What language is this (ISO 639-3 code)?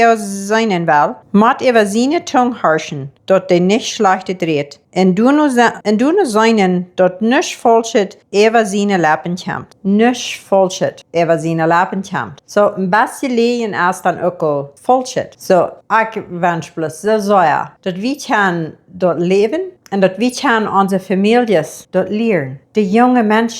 pdt